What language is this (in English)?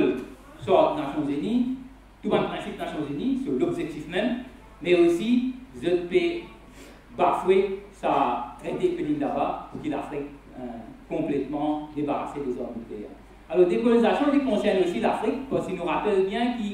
Morisyen